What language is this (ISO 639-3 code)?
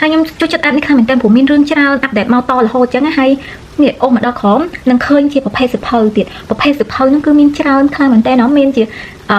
khm